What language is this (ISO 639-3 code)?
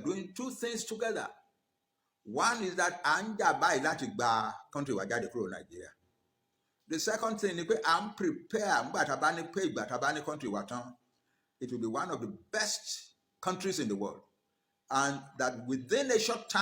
yor